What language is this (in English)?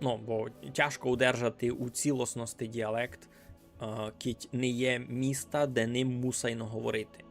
Rusyn